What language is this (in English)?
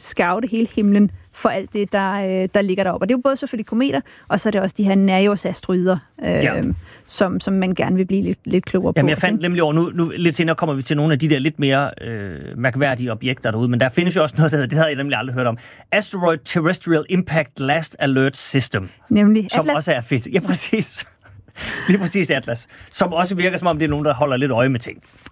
Danish